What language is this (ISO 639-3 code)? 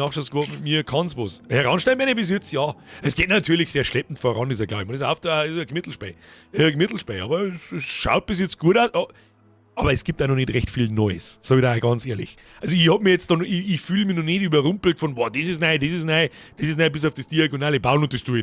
bar